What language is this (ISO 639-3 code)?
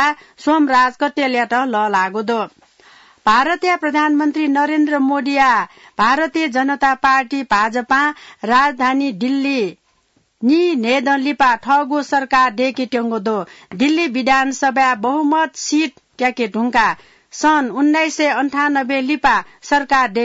new